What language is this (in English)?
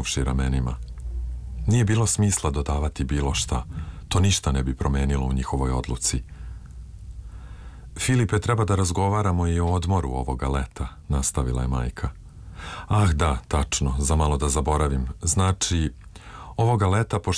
Serbian